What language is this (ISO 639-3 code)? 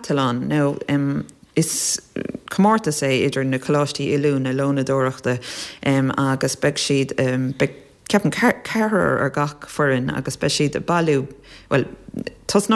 gle